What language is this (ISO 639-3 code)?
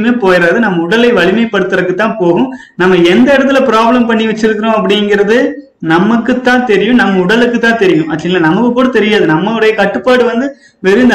tam